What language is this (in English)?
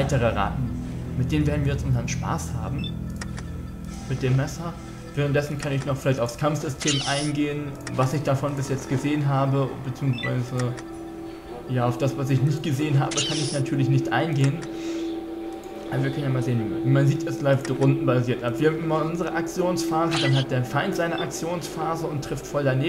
German